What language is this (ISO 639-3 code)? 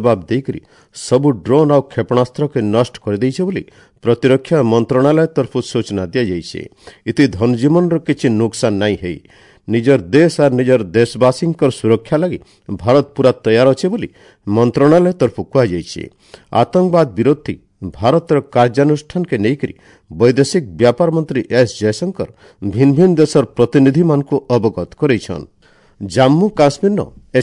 ori